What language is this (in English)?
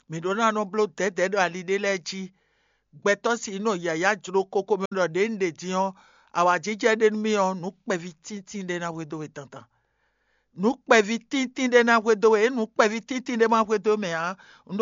Fon